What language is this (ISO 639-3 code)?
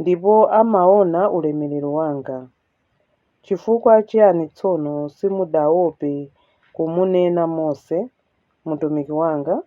nya